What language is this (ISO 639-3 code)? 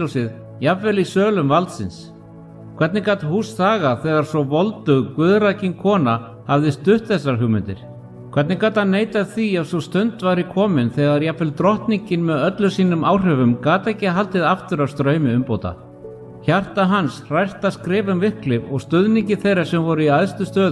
isl